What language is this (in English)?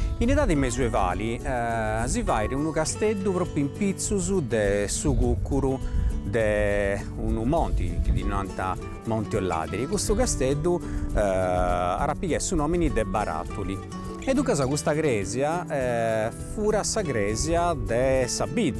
Sardinian